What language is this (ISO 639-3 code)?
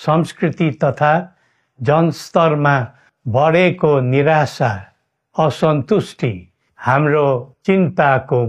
nep